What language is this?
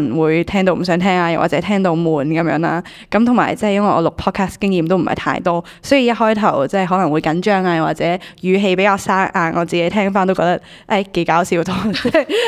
Cantonese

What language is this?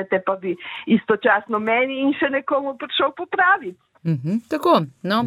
Slovenian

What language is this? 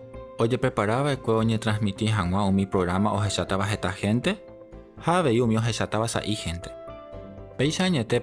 Guarani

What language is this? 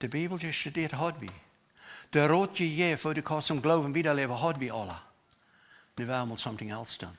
Plautdietsch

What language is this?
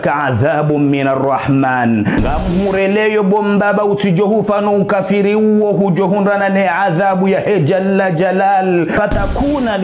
Ngazidja Comorian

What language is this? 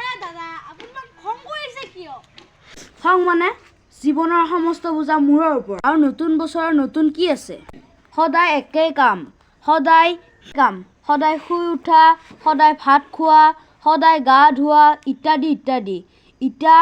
Assamese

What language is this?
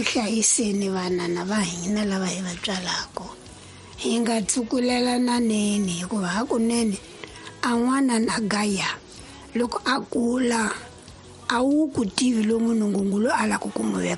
Tsonga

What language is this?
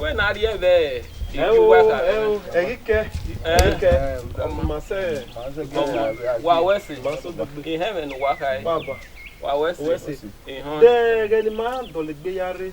Bini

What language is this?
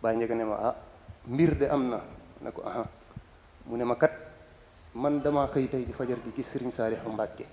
Wolof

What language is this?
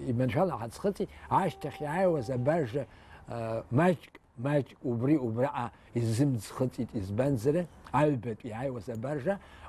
Abkhazian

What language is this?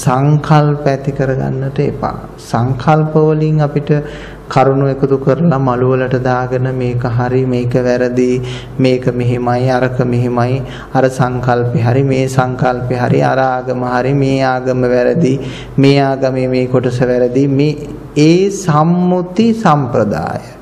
Sinhala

